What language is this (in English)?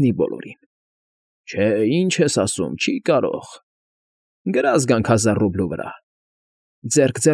Armenian